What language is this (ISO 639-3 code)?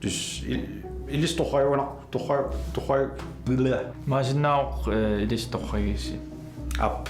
kal